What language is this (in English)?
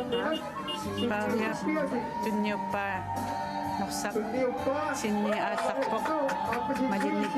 Kalaallisut